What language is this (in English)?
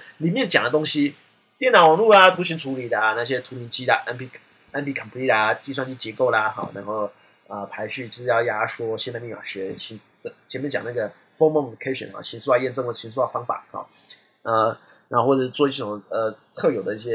Chinese